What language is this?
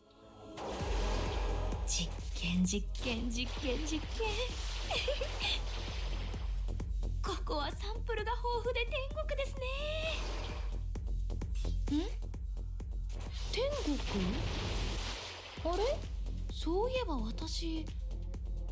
Japanese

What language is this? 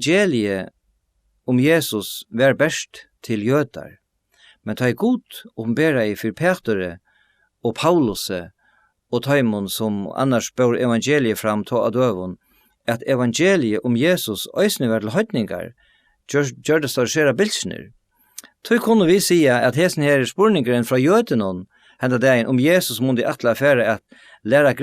Faroese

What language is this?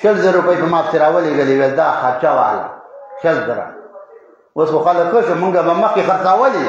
Pashto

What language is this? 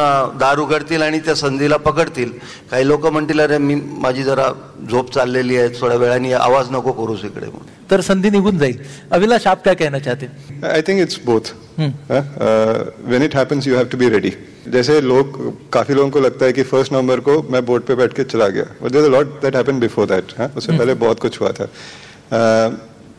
Marathi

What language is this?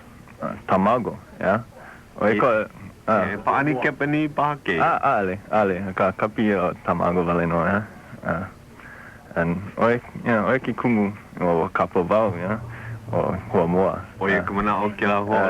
Hawaiian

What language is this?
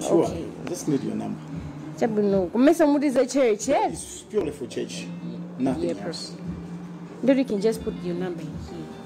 Nyanja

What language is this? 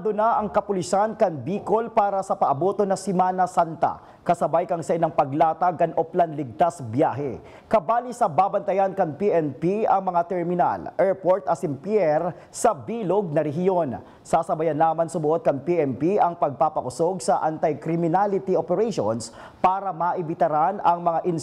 Bikol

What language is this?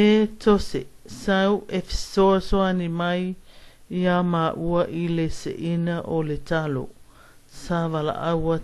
Samoan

